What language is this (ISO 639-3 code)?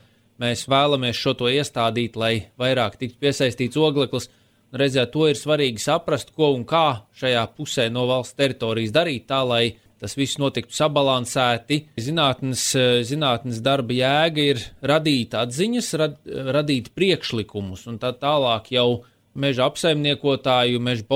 lav